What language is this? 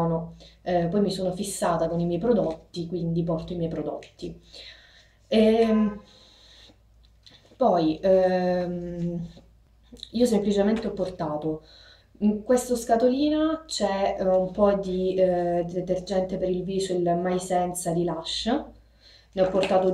Italian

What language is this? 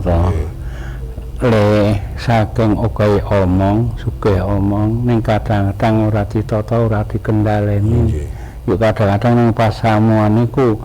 Javanese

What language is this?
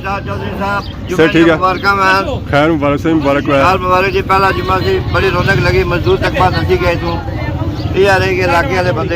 Pahari-Potwari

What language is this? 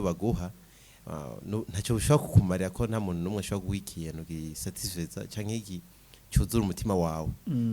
Rundi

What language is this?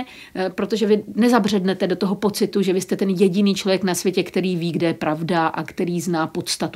Czech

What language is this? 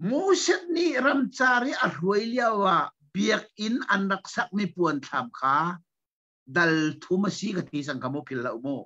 Hakha Chin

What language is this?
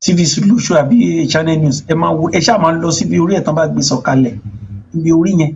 Yoruba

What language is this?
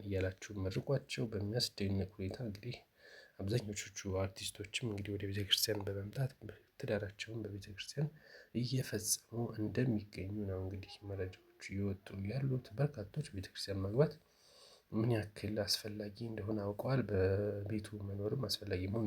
Amharic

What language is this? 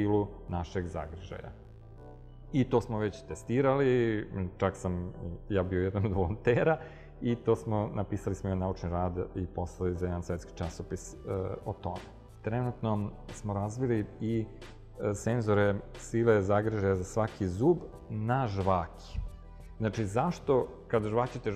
Serbian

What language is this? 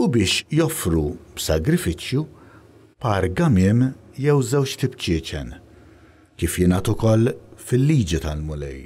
Maltese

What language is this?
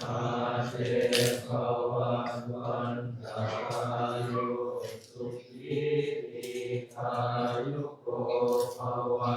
Northeastern Thai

